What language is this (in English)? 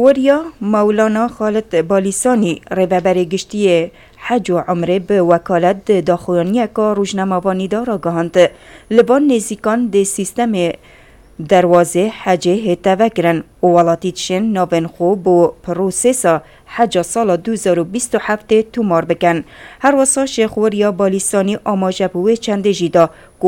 Kurdish